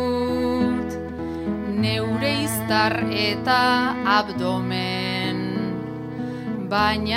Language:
Basque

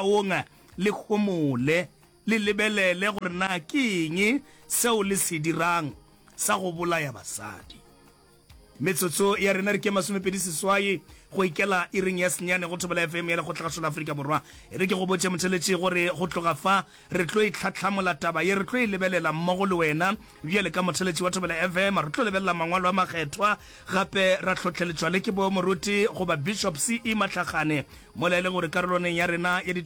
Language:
Northern Sotho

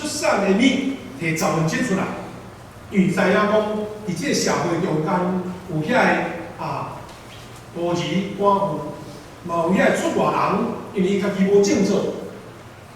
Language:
Min Nan Chinese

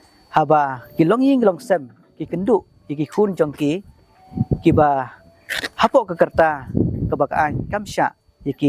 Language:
Khasi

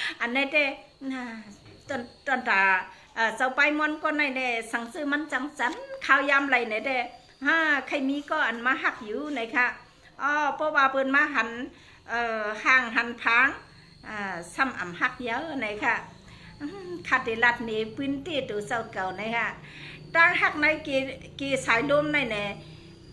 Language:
Shan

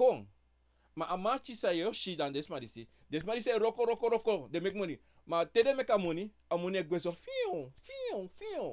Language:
Sranan Tongo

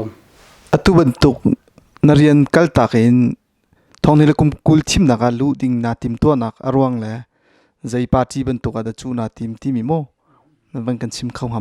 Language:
Hakha Chin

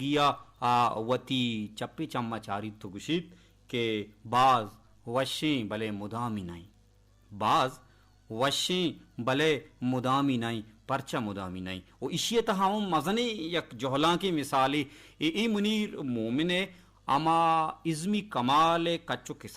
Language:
Baluchi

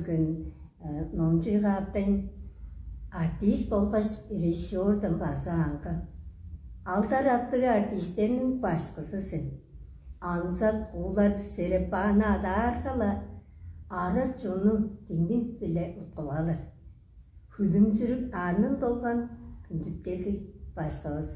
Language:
Tuvinian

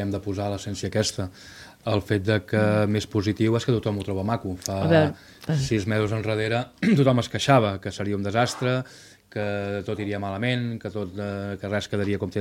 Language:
Catalan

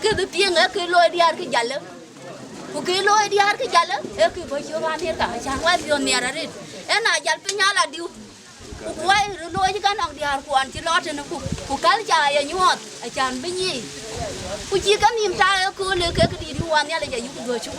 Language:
Dinka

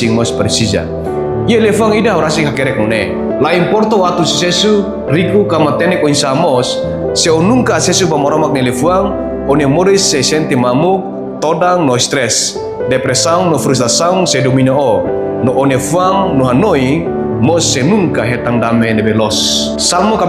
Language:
Tetum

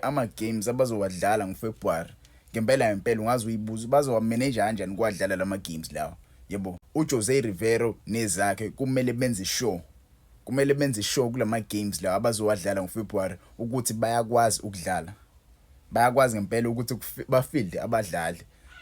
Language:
Zulu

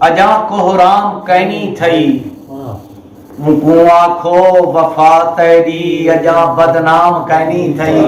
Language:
Saraiki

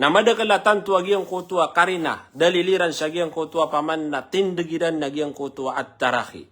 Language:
Maranao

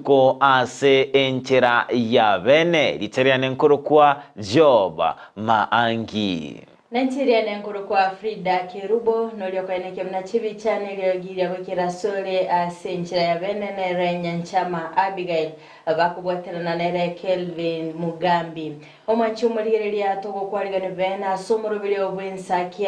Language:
Gusii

